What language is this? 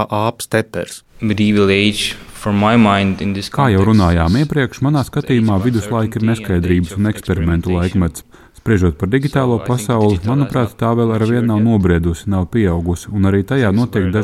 Latvian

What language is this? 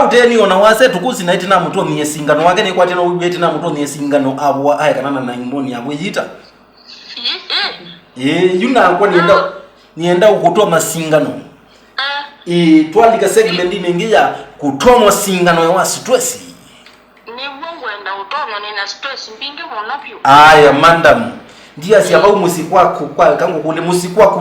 Kamba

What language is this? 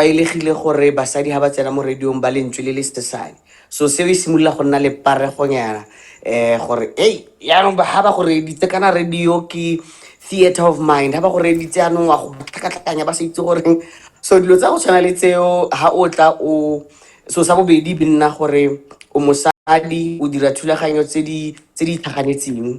Tswana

